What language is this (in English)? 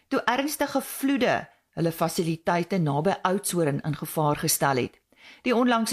Afrikaans